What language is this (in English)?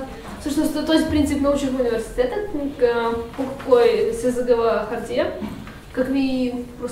Bulgarian